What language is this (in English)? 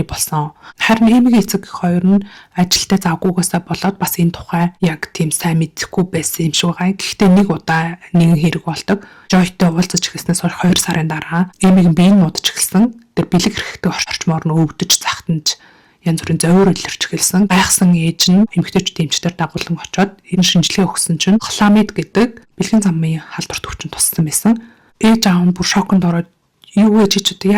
Mongolian